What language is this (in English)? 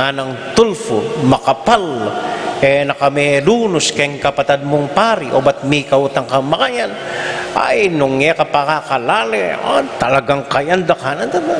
Pampanga